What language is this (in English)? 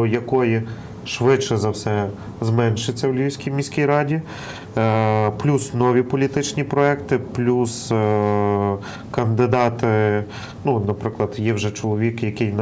Ukrainian